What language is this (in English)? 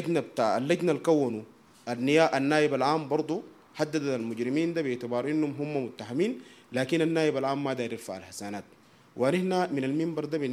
Sudanese Arabic